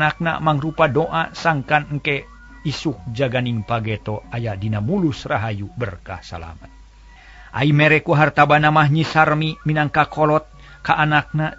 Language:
Sundanese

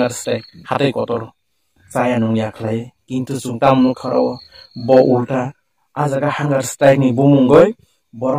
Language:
Riang (India)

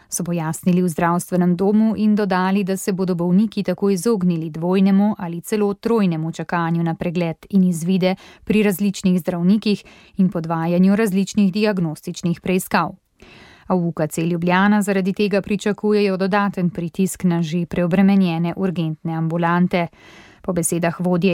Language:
Slovenian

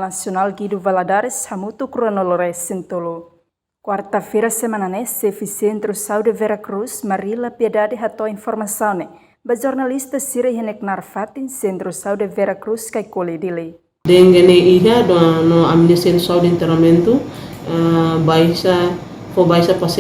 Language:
Tetum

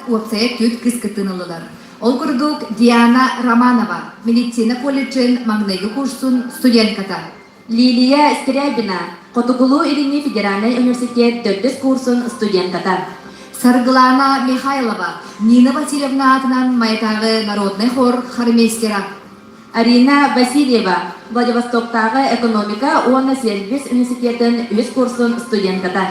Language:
Yakut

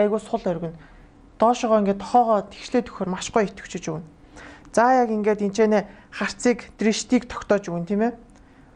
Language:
Mongolian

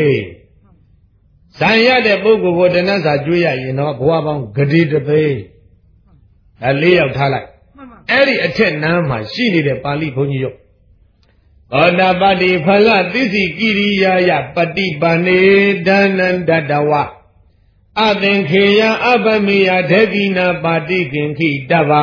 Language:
Burmese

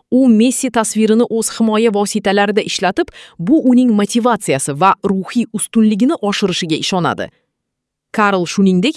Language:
Uzbek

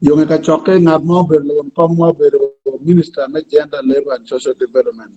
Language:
Acoli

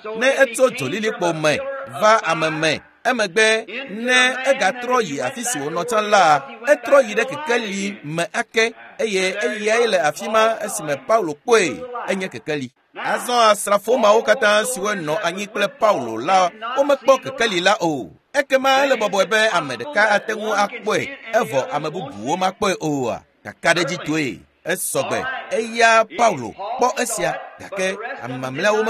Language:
Ewe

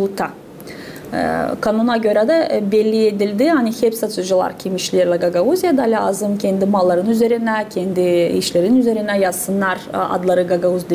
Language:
Gagauz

